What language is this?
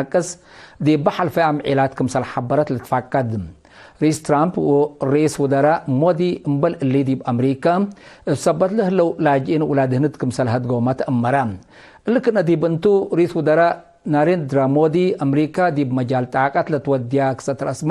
Tigre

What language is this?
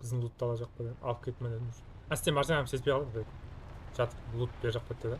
Kara-Kalpak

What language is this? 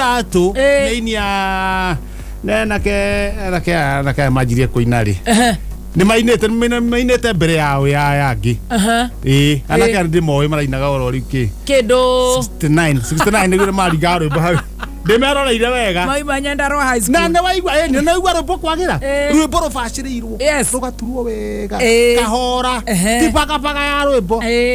Kikuyu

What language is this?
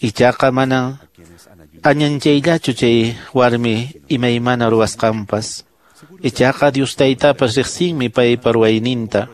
Quechua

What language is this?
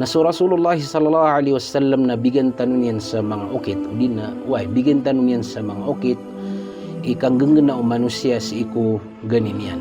Maranao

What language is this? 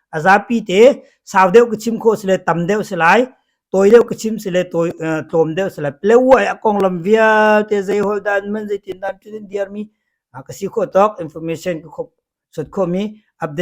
Hakha Chin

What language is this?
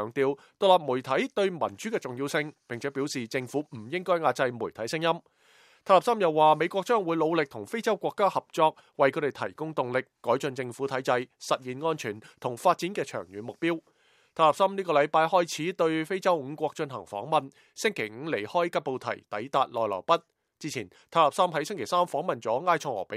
Cantonese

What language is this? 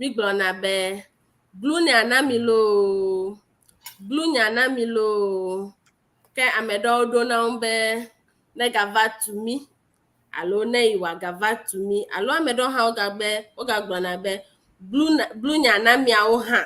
Ewe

